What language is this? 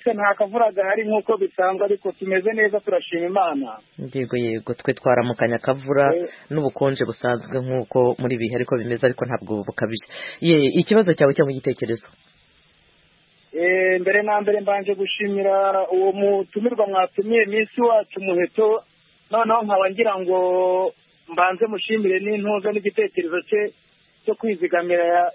Kinyarwanda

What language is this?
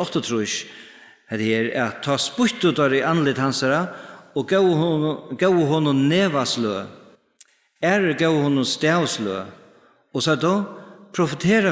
Faroese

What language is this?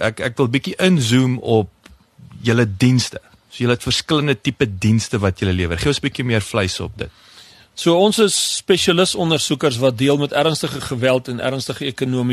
Afrikaans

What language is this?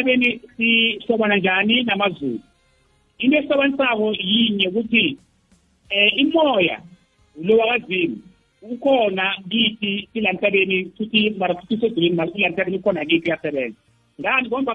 South Ndebele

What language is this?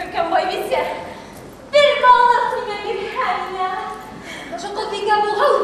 Bashkir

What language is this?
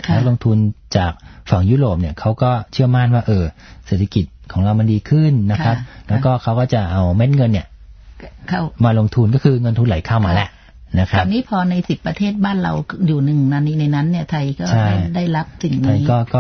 Thai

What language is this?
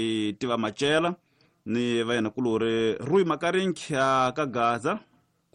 Tsonga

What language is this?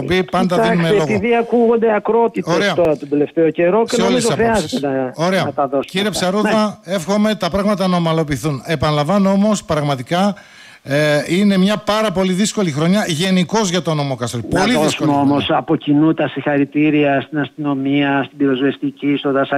Greek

